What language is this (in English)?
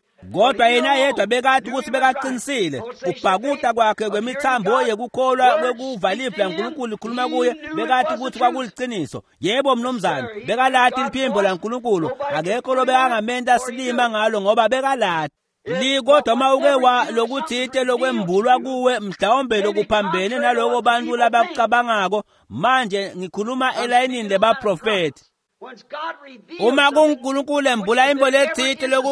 Swati